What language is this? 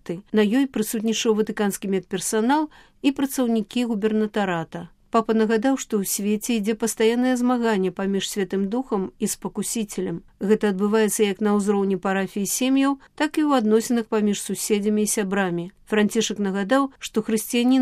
Belarusian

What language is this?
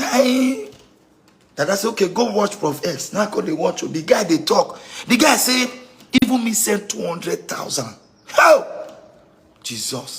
Nigerian Pidgin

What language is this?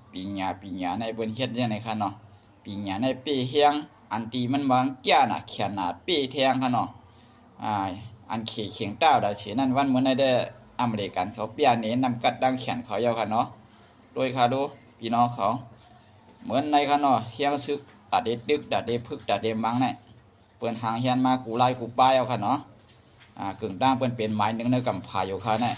Shan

